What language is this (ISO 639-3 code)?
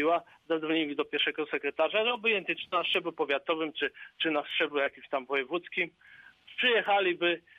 pol